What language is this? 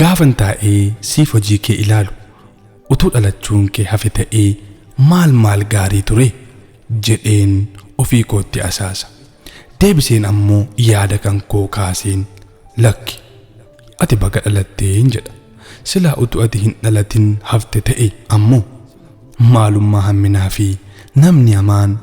Oromo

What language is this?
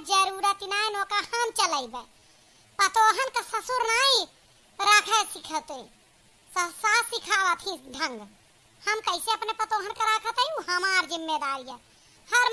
Awadhi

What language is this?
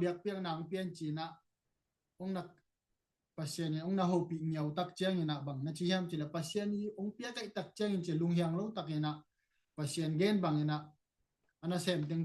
Tedim Chin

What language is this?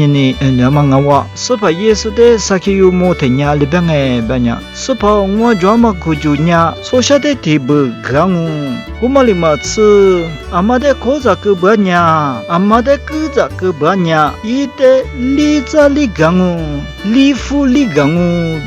Lisu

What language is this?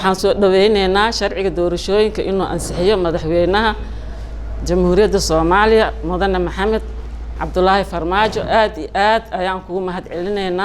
Somali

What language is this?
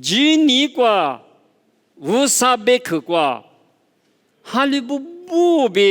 Lisu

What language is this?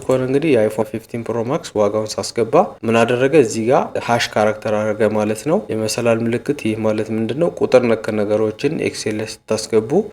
Amharic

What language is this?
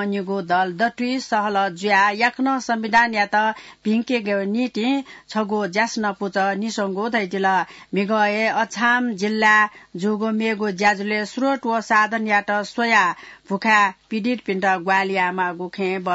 Newari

